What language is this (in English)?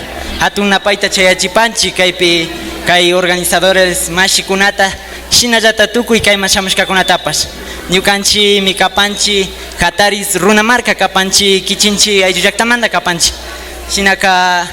Imbabura Highland Quichua